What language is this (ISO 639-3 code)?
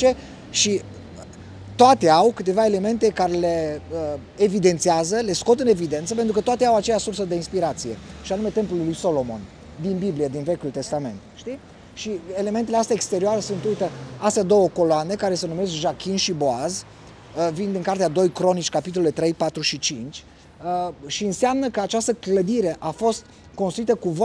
ron